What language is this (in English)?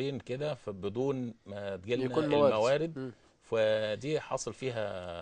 Egyptian Arabic